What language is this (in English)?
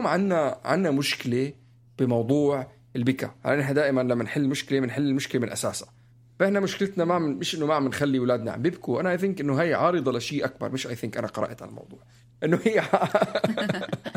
North Levantine Arabic